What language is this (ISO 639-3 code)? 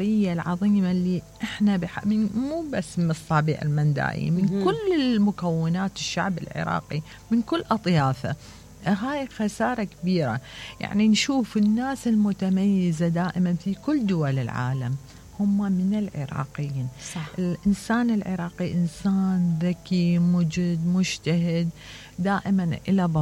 acm